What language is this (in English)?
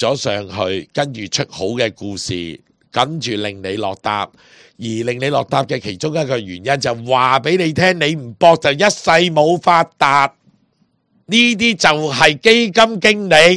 Cantonese